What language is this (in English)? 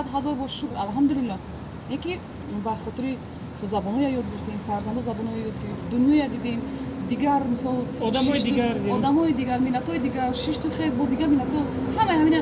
Tajik